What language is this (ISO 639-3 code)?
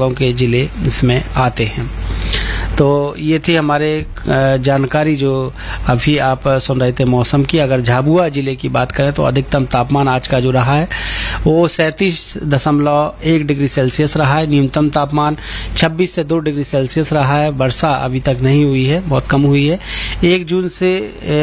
hin